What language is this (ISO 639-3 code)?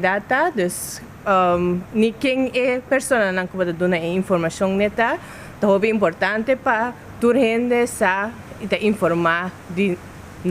pap